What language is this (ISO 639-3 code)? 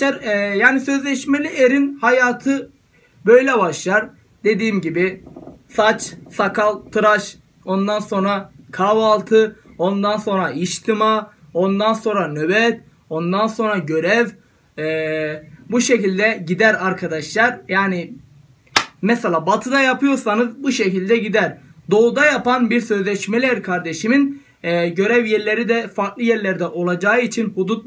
tur